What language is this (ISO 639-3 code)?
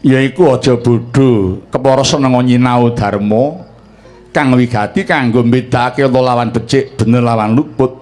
jav